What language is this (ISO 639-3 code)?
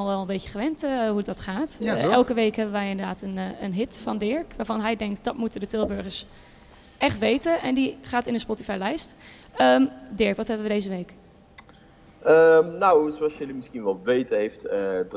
nld